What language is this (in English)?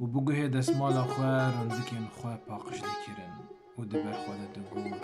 Kurdish